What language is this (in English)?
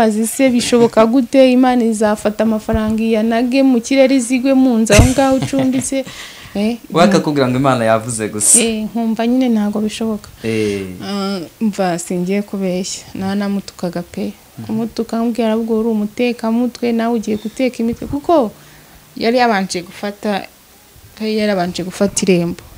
Kinyarwanda